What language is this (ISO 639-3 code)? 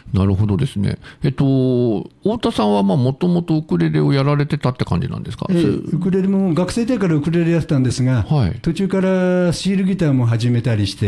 jpn